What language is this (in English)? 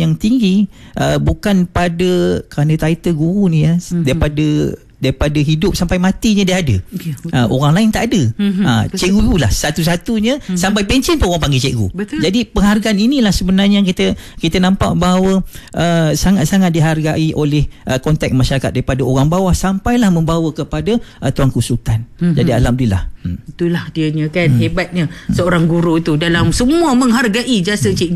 Malay